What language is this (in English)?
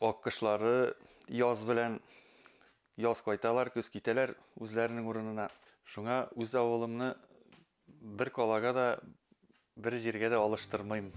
Bashkir